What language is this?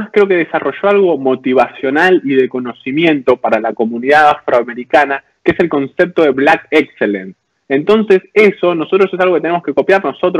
Spanish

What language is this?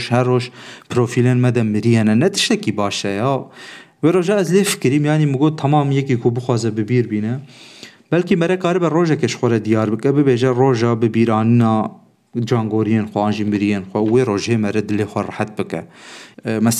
Kurdish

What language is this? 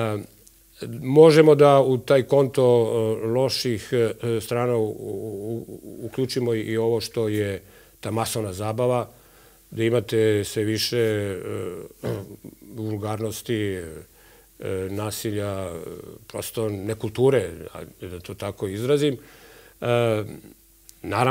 Serbian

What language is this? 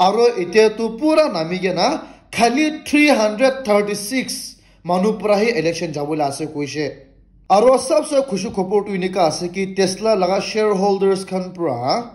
Naga Pidgin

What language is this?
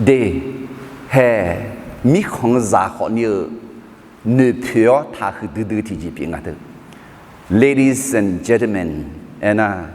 Akha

